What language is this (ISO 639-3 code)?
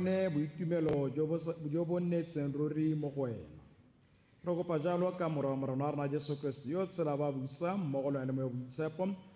tsn